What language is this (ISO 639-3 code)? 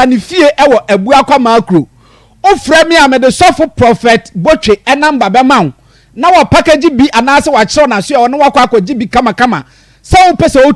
aka